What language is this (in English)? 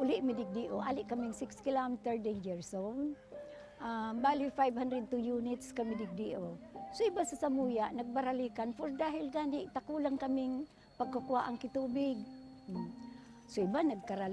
Bikol